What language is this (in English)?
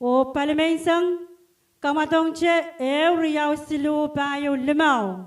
Pohnpeian